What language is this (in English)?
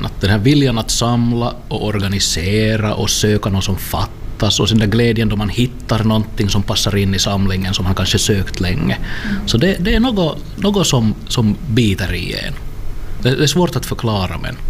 Swedish